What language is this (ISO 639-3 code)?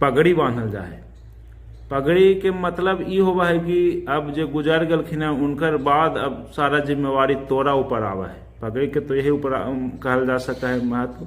mag